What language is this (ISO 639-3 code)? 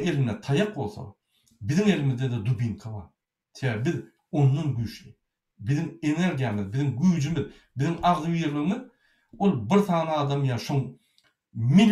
tuk